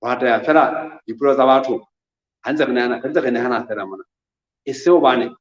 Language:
Southern Sotho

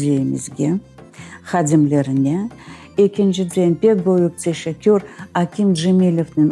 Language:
Crimean Tatar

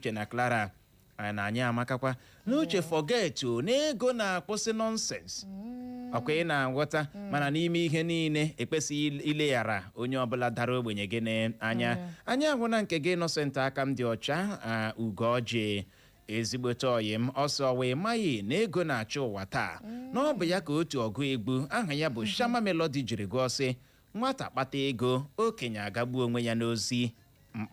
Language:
Igbo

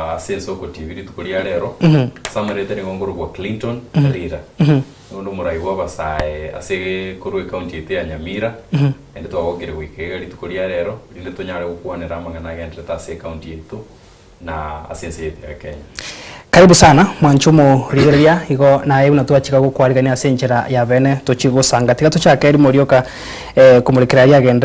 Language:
Gusii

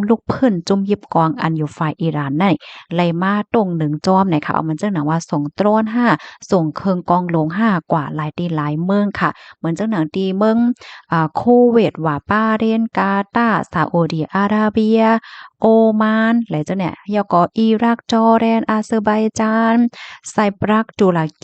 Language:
Shan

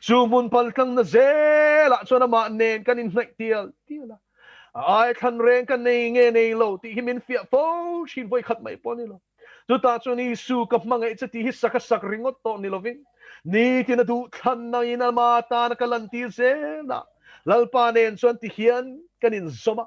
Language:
Mizo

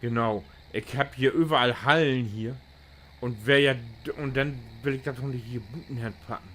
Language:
Low German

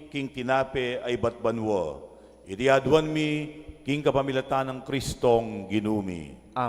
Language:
Pampanga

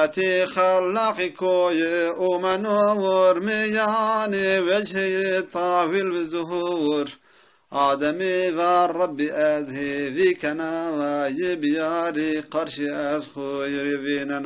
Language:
Zaza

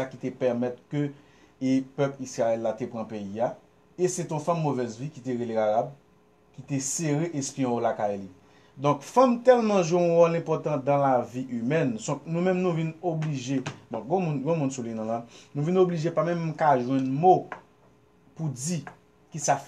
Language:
Haitian Creole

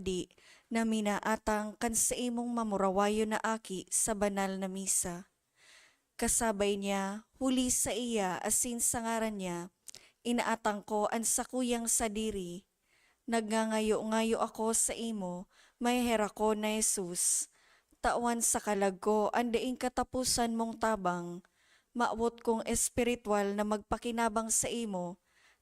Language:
Bikol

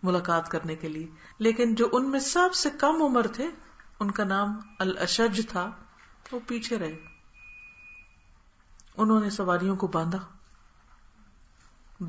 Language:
Urdu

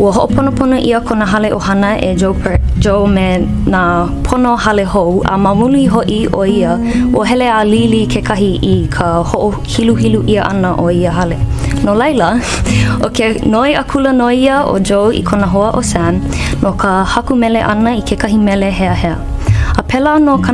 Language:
Hawaiian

